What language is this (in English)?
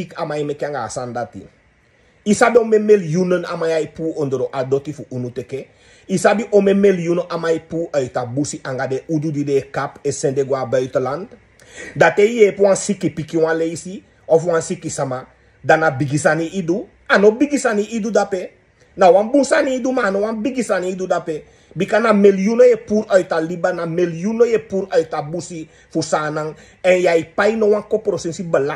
Sranan Tongo